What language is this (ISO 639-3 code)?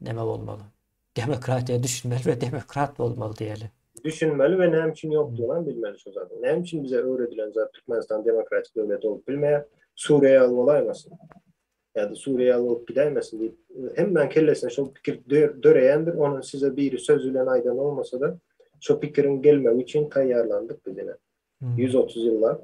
tuk